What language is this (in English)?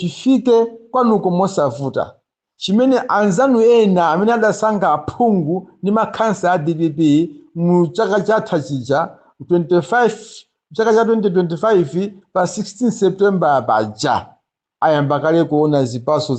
Nyanja